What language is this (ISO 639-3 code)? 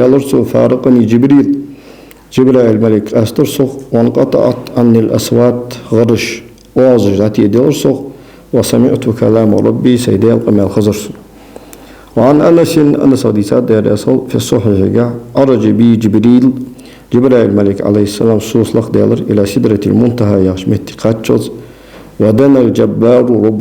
inh